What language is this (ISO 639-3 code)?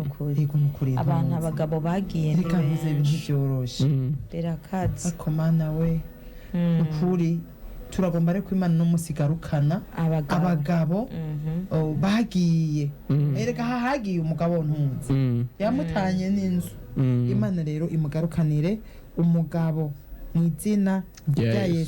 run